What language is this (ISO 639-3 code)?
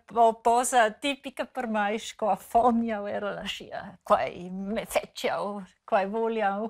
roh